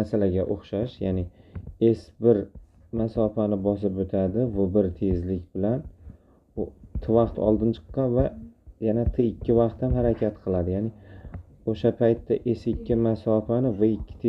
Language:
Uzbek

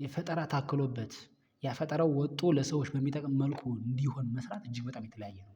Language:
Amharic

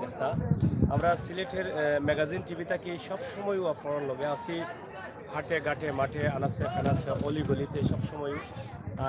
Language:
Sylheti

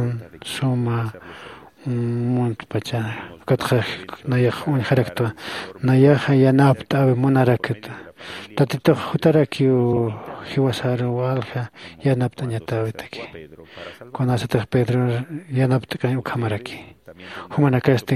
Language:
Aymara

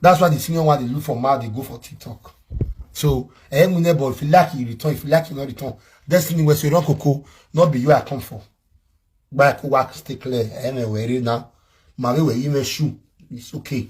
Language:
Nigerian Pidgin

